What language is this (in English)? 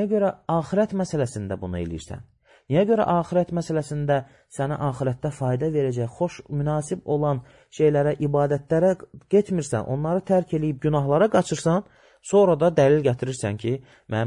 Azerbaijani